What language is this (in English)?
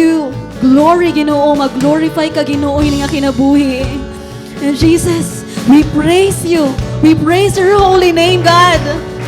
Waray